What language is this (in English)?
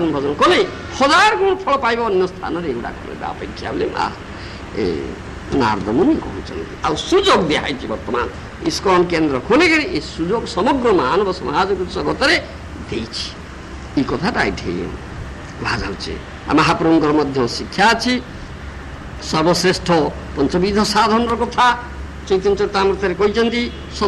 Odia